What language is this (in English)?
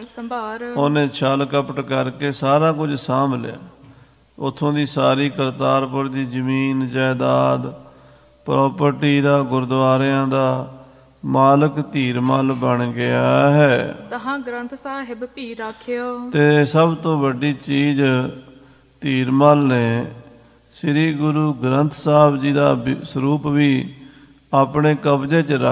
Punjabi